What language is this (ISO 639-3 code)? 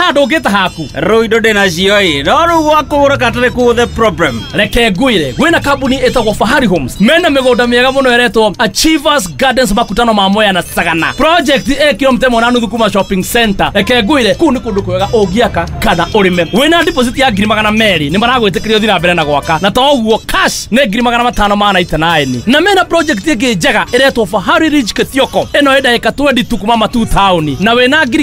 kik